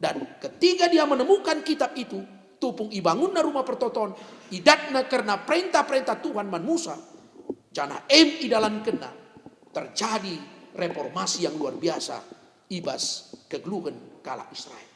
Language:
Batak Karo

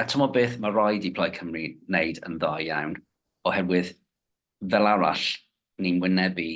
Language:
Welsh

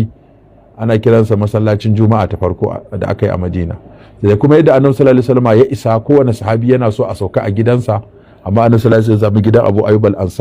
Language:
Hausa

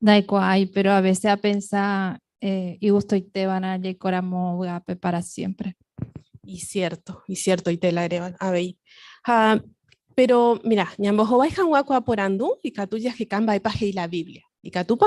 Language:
Guarani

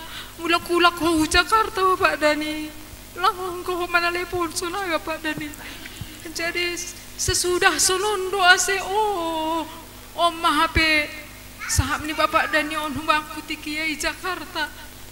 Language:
Batak Simalungun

